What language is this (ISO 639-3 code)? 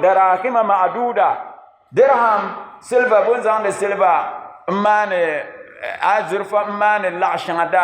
dag